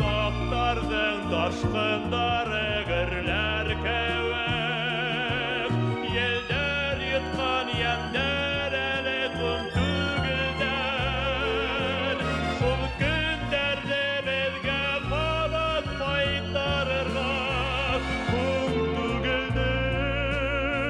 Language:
Bashkir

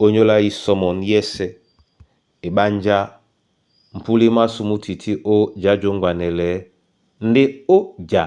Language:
Duala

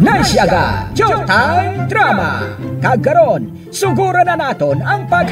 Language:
Hiligaynon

